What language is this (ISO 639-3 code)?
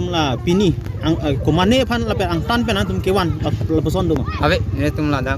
mjw